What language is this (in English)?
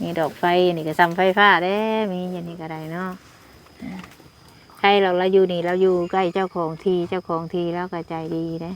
Northeastern Thai